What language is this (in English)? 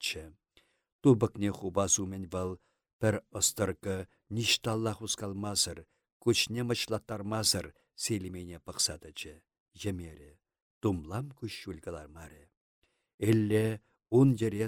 Chuvash